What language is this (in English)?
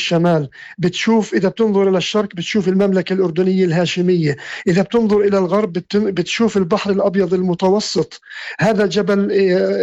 North Levantine Arabic